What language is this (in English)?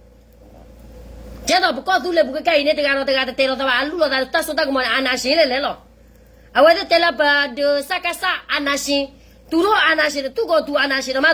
S'gaw Karen